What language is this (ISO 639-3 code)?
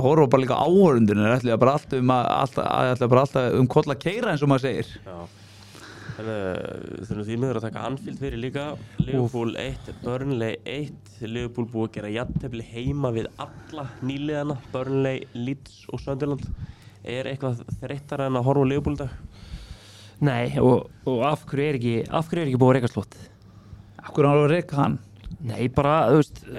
isl